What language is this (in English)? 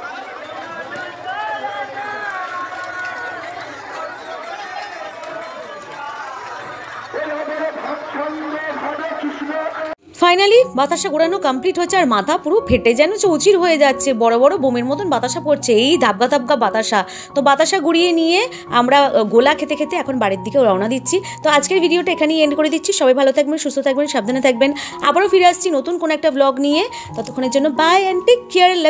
Bangla